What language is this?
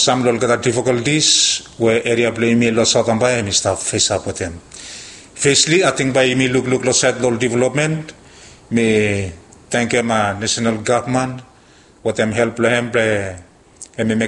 Bislama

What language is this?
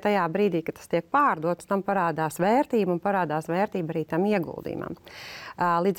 Latvian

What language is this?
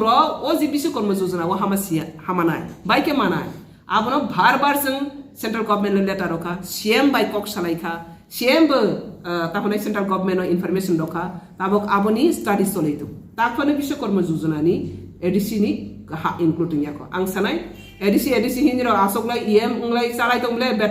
Kok Borok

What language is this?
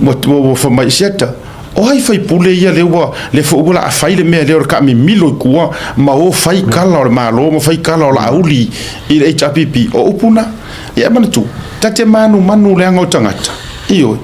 Samoan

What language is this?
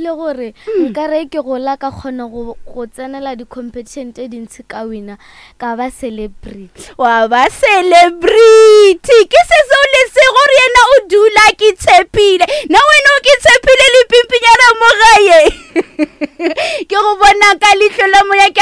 Northern Sotho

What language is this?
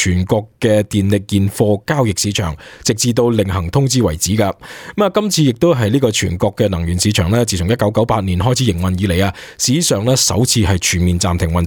Cantonese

